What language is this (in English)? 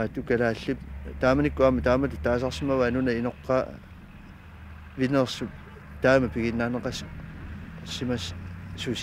Kalaallisut